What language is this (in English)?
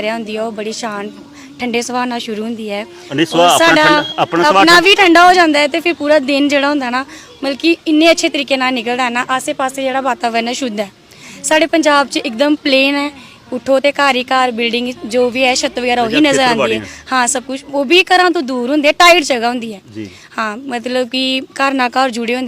Dogri